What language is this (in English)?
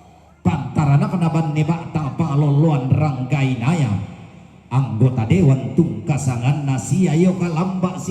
Toraja-Sa'dan